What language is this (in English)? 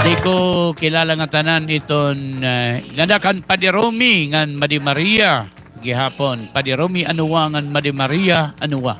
Waray